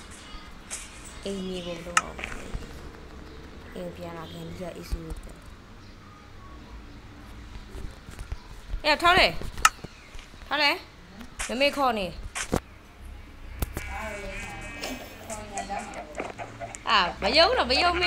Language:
Burmese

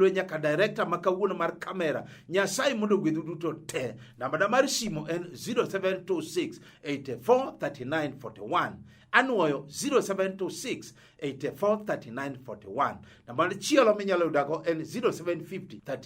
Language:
Luo (Kenya and Tanzania)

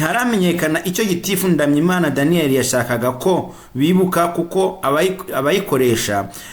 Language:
Kinyarwanda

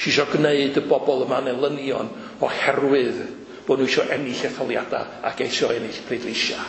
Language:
Welsh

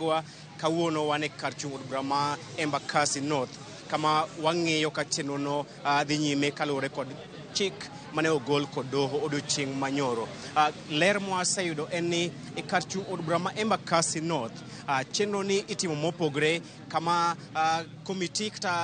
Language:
Luo (Kenya and Tanzania)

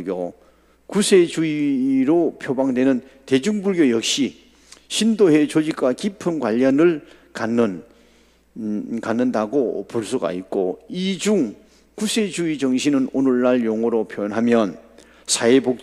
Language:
Korean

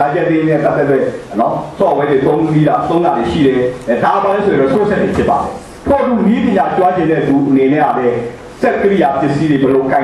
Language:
Burmese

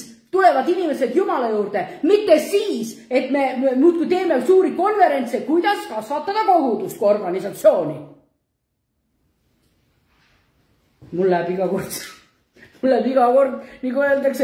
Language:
Estonian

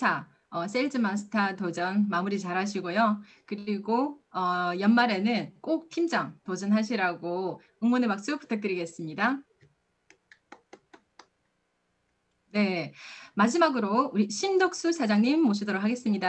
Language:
Korean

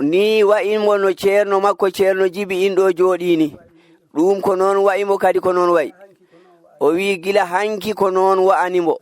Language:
Fula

